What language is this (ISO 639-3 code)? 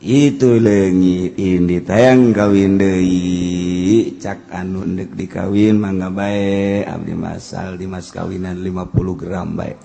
sun